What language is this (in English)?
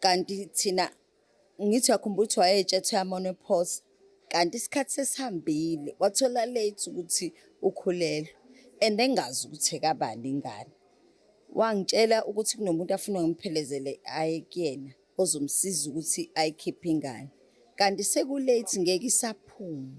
Zulu